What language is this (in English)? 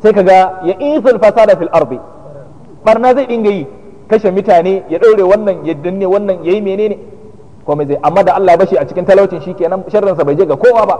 Hausa